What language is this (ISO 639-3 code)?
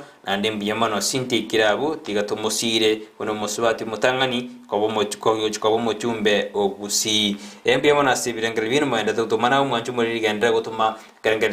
guz